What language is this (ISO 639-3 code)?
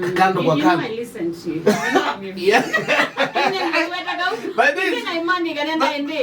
kam